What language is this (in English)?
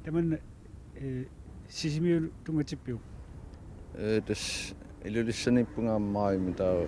Kalaallisut